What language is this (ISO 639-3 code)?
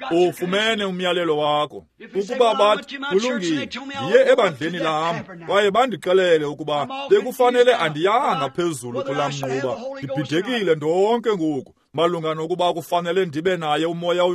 xho